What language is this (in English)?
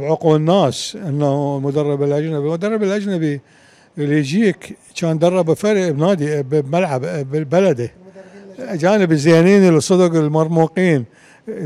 Mesopotamian Arabic